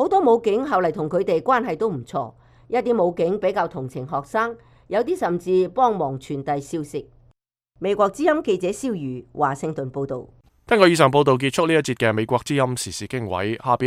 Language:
Cantonese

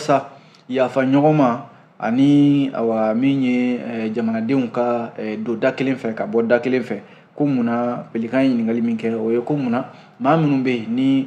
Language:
Bambara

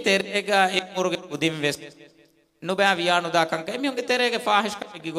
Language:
Divehi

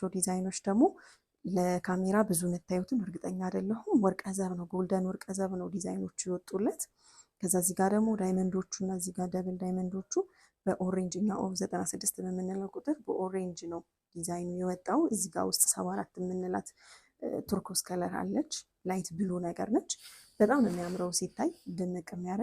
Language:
Amharic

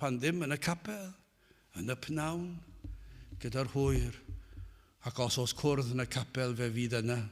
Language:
Welsh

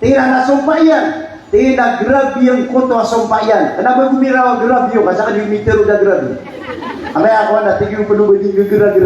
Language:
Maranao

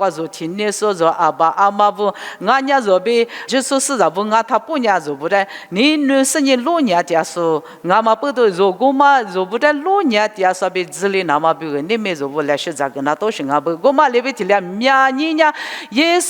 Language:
Lisu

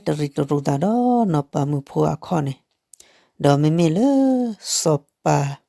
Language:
S'gaw Karen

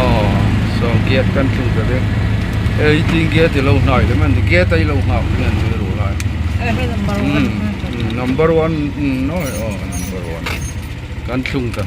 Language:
Hmar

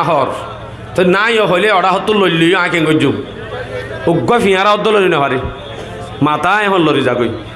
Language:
Rohingya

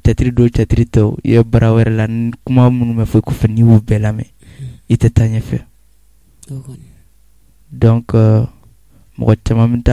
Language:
Bambara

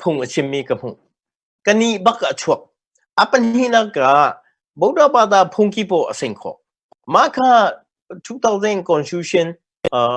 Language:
Hakha Chin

